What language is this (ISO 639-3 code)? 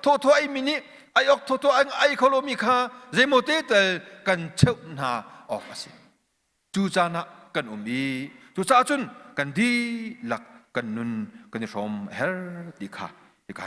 cnh